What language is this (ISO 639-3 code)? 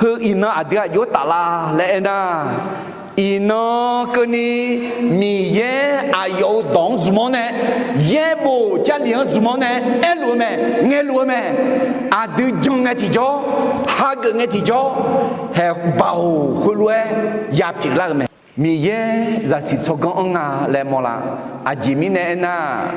ahk